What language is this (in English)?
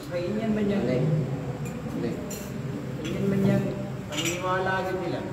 Kalagan